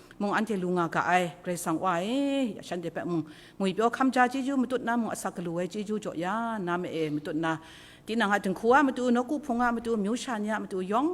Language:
Kachin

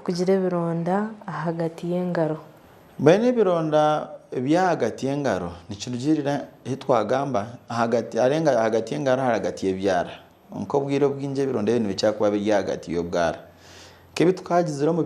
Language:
Nyankole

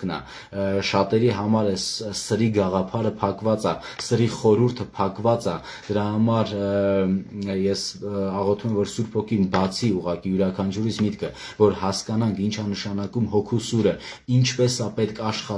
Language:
Armenian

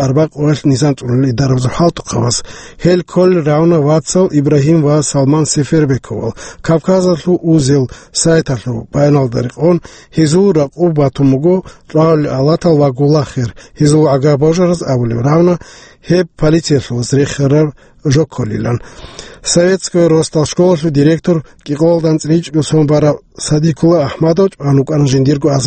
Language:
Avaric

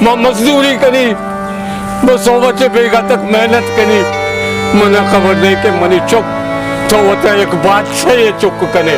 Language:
Baluchi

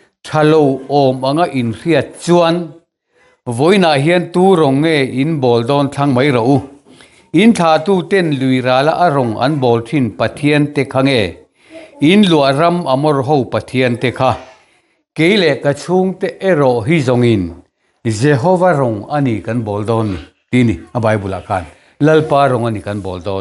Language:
Mizo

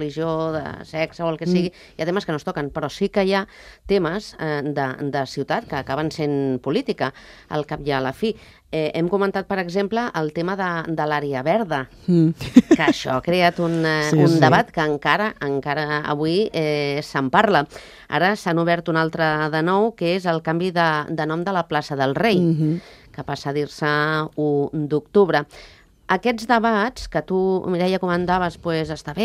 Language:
Catalan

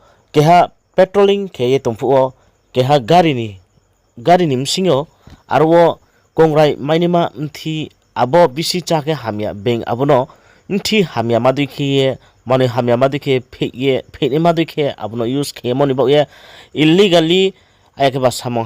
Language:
Riang (India)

